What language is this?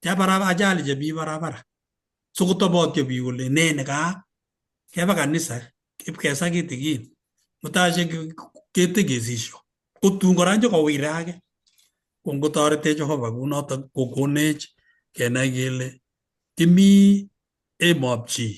Kalenjin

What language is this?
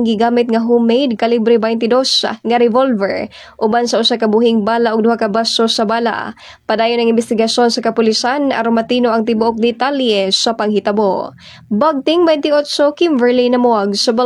Cebuano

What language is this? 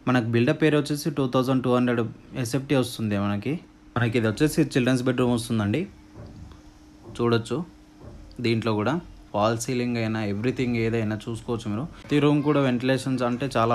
Telugu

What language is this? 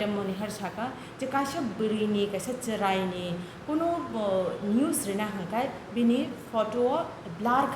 Kok Borok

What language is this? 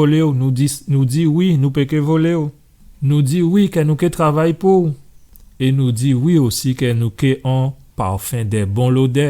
Guadeloupean Creole French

